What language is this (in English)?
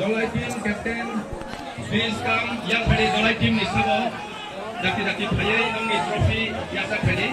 Kok Borok